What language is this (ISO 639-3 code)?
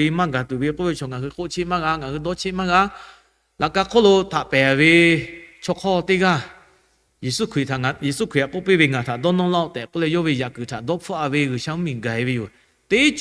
lhu